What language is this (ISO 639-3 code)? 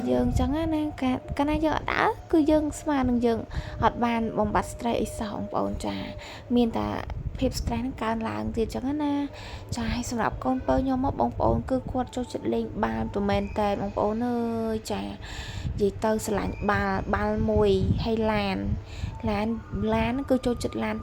khm